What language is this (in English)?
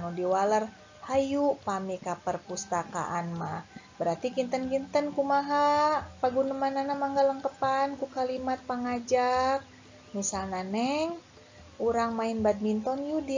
Sundanese